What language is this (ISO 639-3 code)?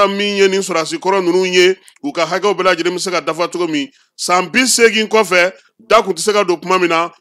bam